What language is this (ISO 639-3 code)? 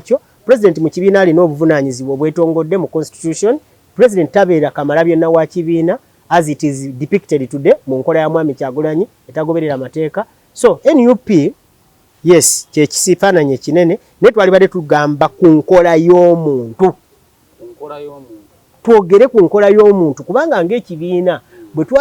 lug